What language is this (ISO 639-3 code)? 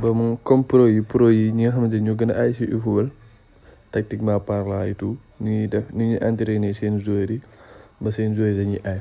wol